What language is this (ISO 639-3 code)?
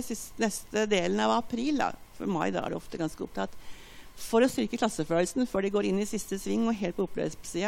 nor